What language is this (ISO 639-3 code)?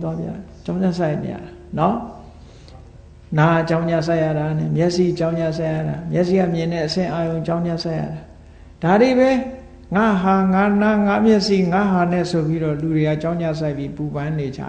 mya